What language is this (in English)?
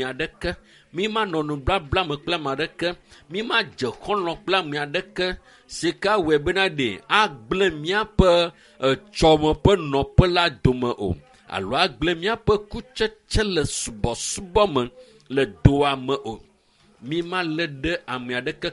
Ewe